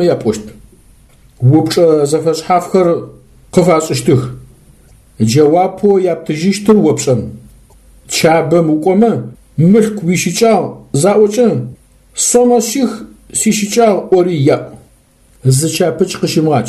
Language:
Adyghe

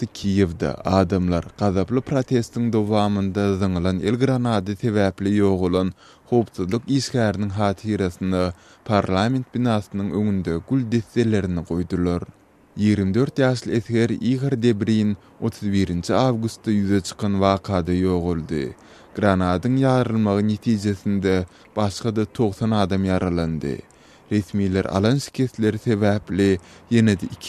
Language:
Turkmen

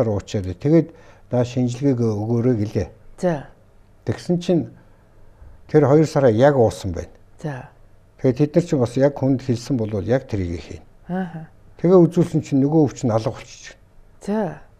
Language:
Mongolian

